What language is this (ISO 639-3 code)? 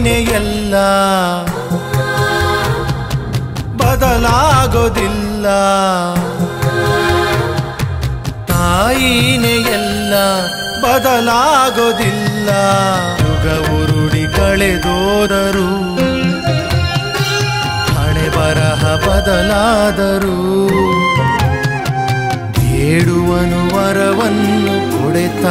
kan